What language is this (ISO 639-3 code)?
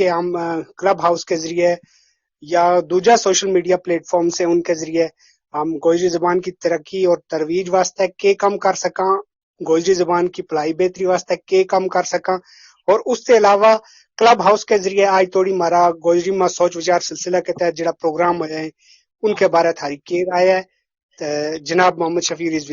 gju